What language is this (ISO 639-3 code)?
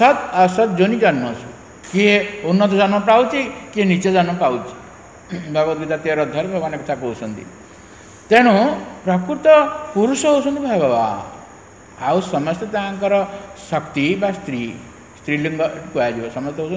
ori